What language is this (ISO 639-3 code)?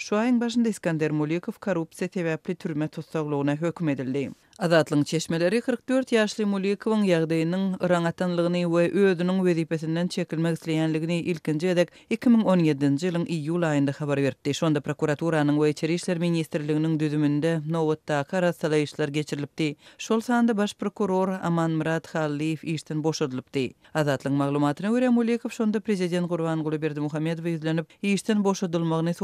tuk